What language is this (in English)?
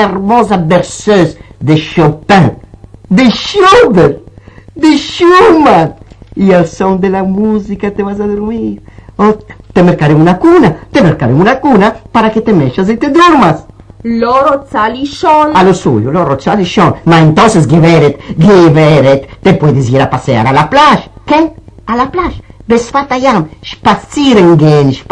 Ladino